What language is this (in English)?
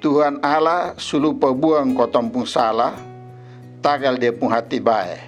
Kupang Malay